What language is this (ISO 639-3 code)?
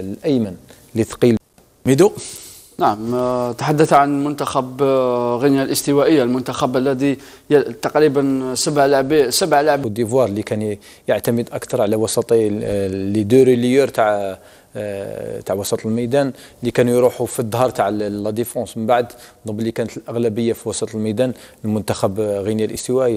arq